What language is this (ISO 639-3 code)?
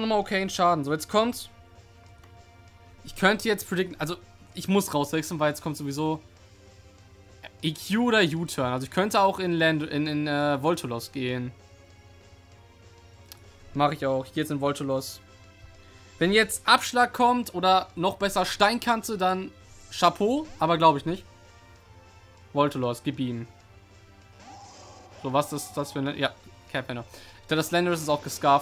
deu